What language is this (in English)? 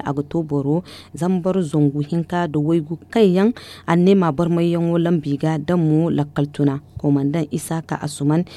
Zarma